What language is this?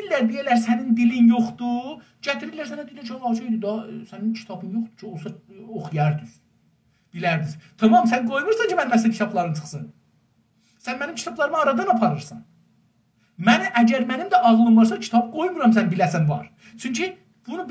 South Azerbaijani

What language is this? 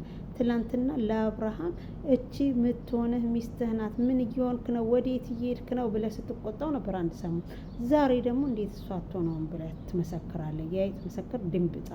Amharic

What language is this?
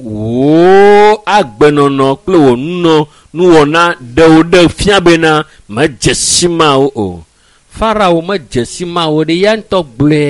Ewe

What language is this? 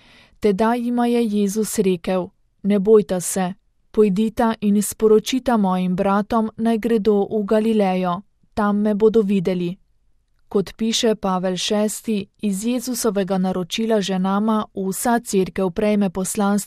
Slovenian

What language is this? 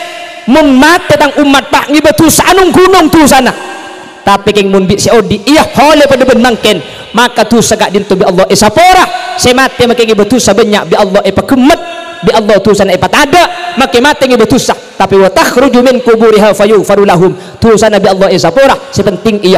Madurese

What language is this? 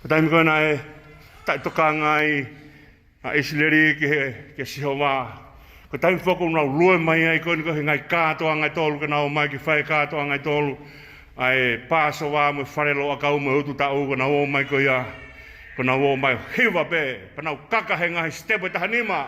Tongan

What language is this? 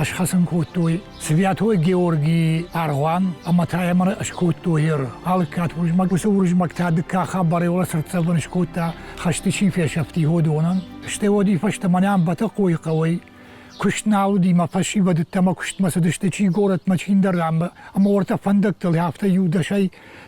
Ossetic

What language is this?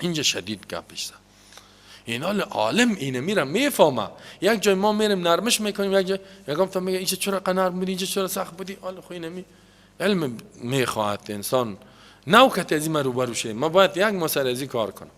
Persian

